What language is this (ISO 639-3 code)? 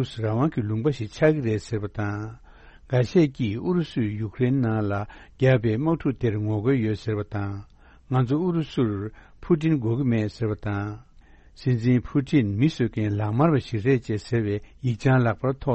bod